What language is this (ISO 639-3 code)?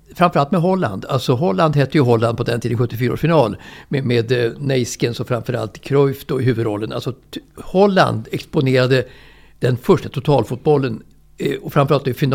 swe